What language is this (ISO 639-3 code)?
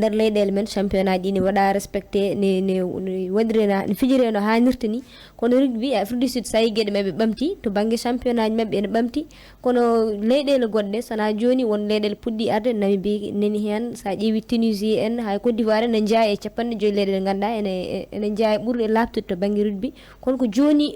ful